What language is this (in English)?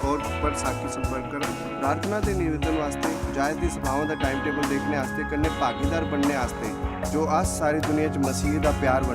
Dogri